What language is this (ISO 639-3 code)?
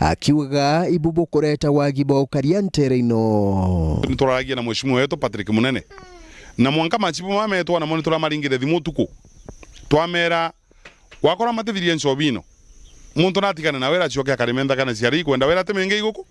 mer